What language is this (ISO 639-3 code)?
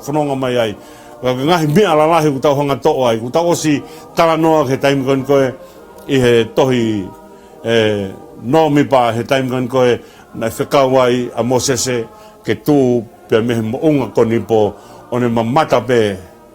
ton